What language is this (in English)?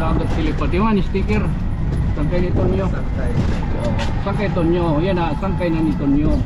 Waray